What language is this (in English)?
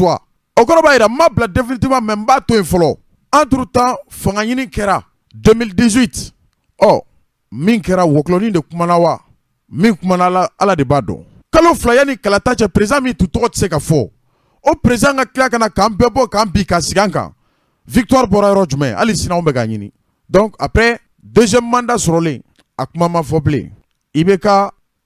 Bambara